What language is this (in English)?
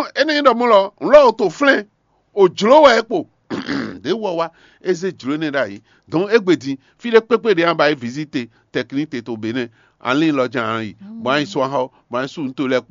Fon